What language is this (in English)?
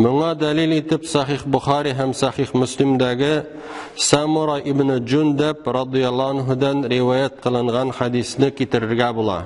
Tatar